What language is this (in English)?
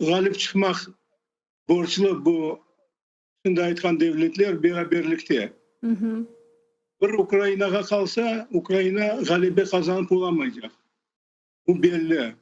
Crimean Tatar